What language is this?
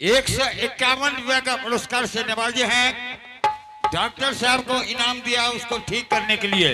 Angika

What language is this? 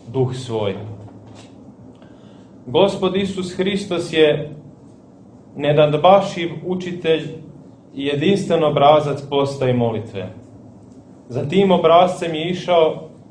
Serbian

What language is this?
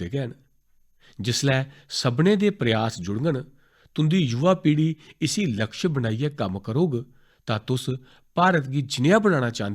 Dogri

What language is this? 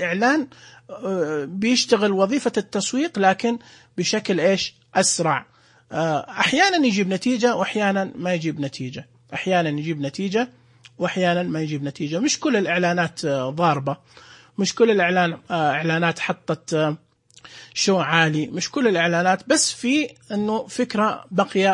Najdi Arabic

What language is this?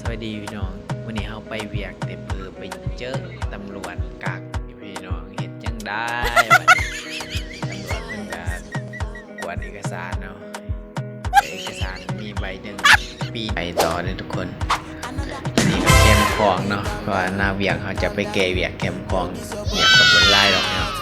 Lao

